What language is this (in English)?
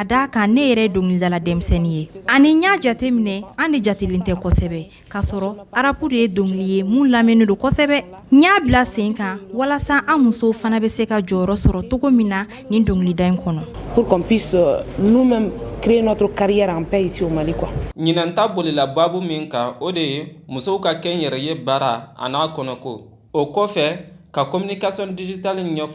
Bambara